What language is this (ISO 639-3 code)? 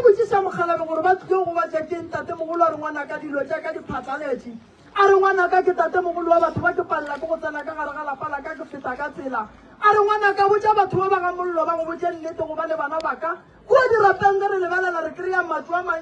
nso